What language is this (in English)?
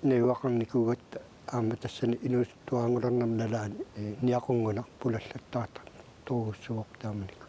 Kalaallisut